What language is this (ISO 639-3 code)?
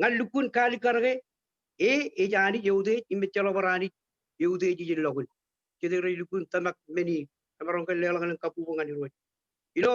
mah